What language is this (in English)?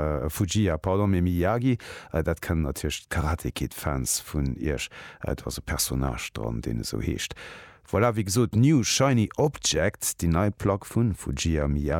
Luxembourgish